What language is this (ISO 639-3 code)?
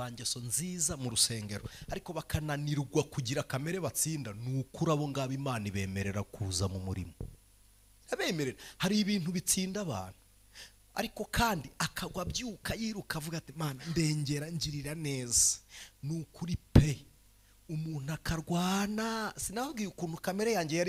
kin